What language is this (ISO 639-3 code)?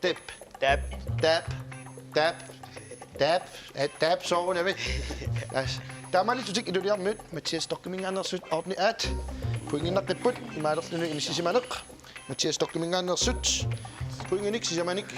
kal